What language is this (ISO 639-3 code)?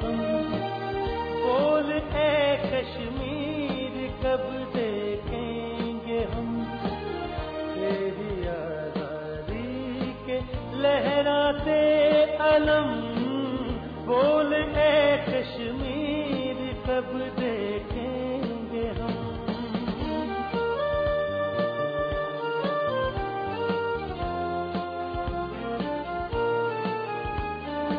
urd